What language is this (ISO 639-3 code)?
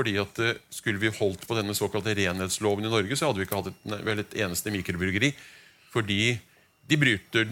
nor